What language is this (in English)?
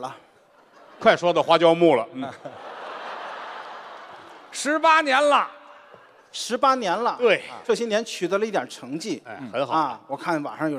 Chinese